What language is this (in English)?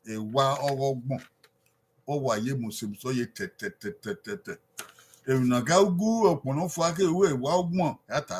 Bini